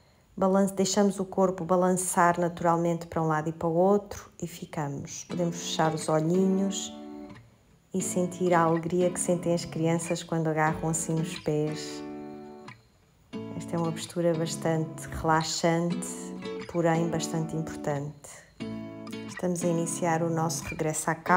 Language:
Portuguese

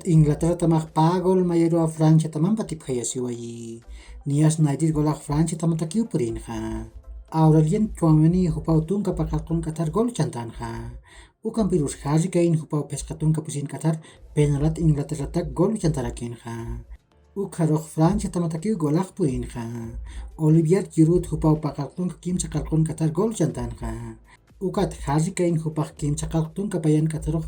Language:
Aymara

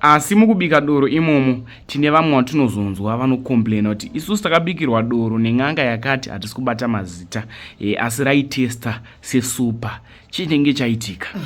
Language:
Shona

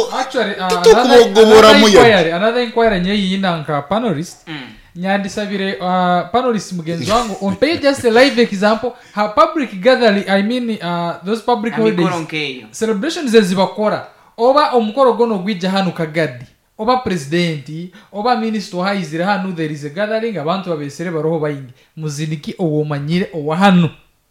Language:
Nyoro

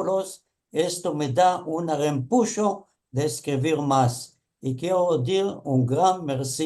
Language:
Ladino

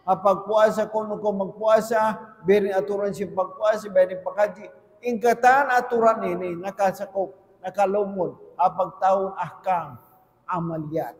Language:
Tausug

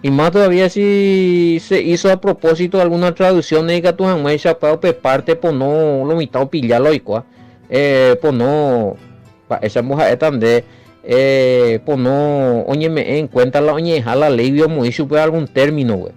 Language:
Guarani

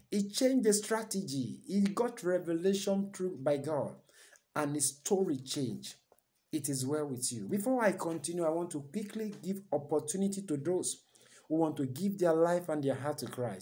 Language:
English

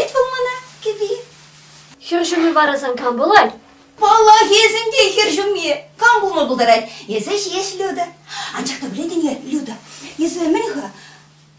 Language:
Chuvash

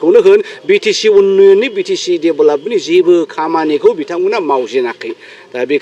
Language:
Bodo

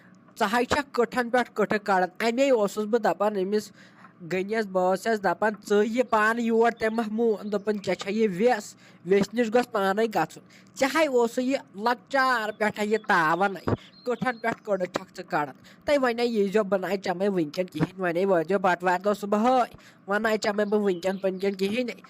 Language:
Kashmiri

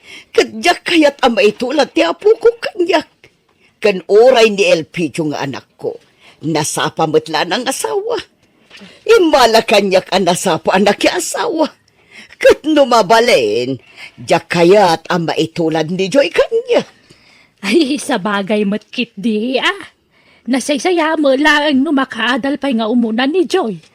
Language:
Iloko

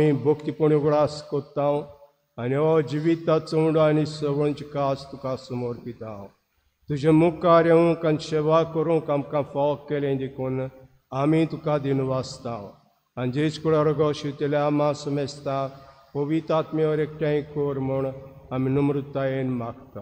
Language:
Konkani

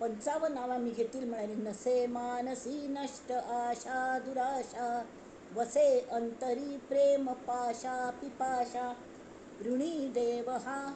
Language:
Konkani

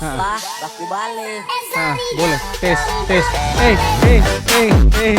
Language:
Ambonese Malay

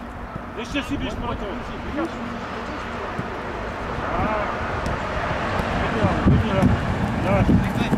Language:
Czech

